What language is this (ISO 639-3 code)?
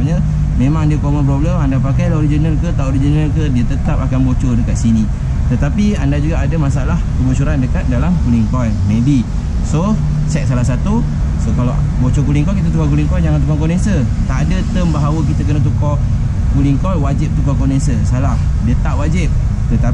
msa